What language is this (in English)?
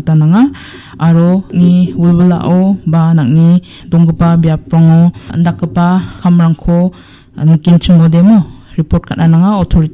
Garo